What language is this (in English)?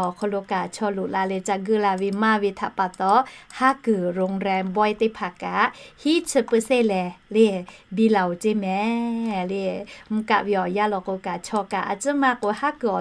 Lahu